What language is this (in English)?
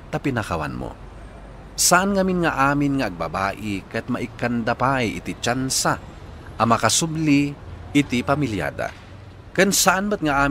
Iloko